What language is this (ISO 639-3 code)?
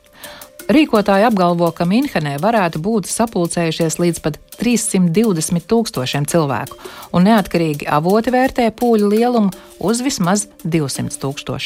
lav